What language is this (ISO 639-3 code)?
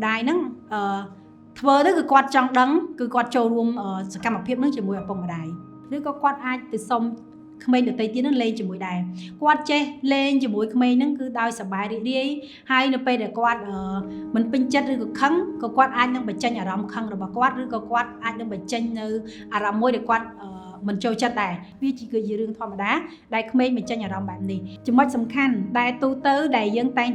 khm